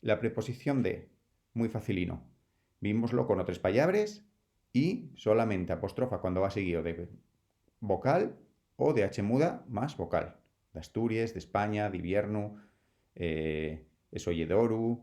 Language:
Asturian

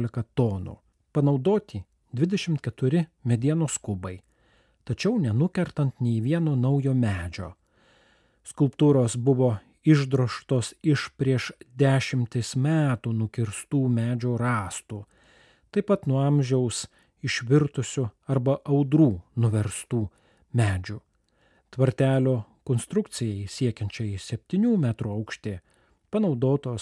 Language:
Lithuanian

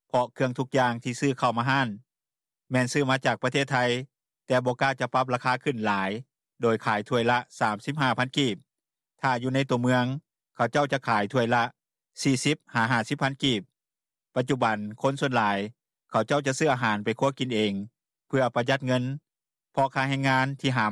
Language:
Lao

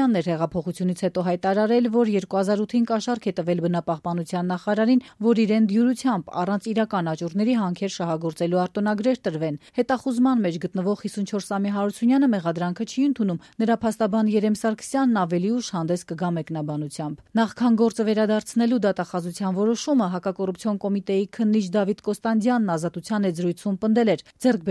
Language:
Armenian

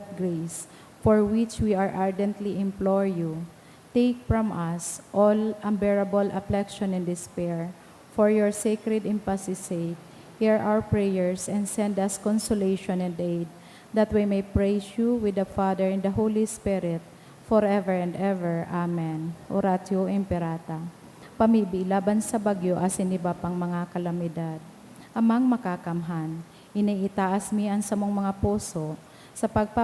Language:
Bikol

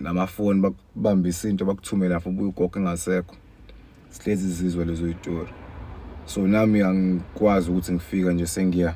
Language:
Zulu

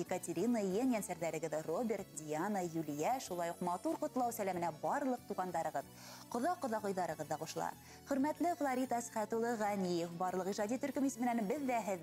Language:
Bashkir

